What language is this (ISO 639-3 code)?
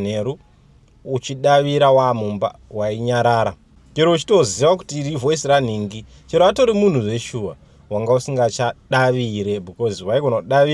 sna